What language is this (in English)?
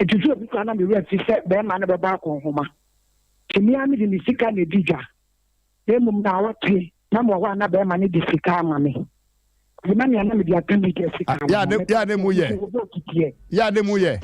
Akan